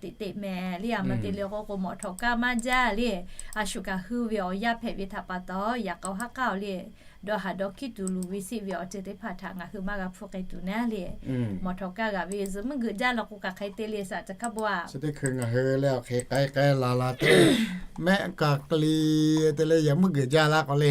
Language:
Lahu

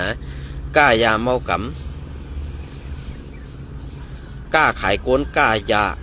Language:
Shan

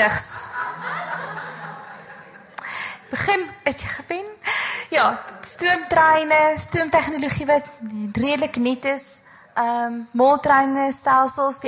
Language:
Afrikaans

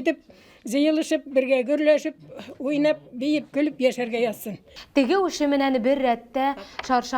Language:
Bashkir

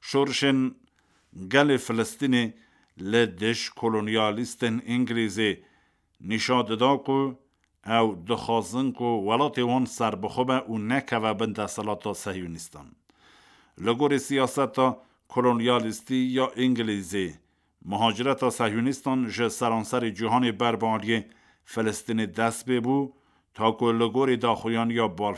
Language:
Kurdish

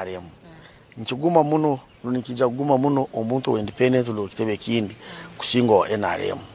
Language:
Nyankole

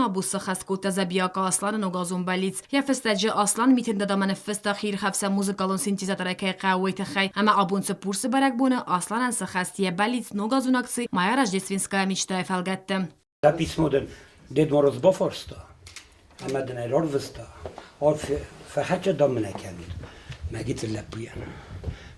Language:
Ossetic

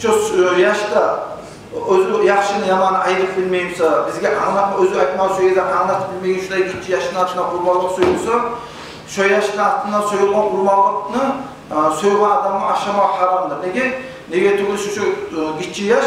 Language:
Kumyk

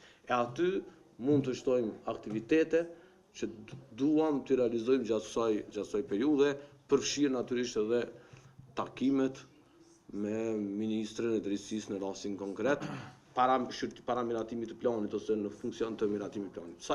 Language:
Albanian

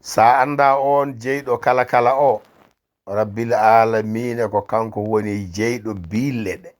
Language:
Fula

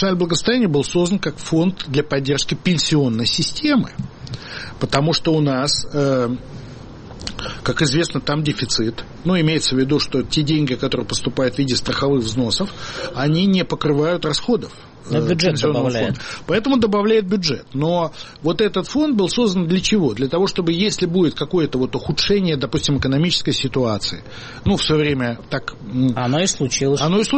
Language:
Russian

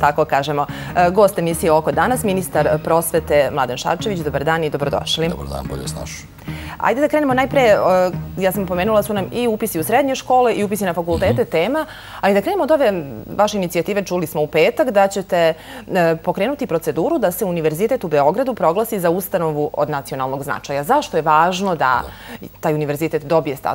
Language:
Serbian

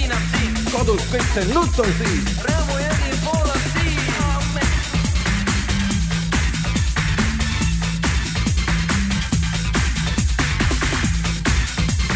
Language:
Estonian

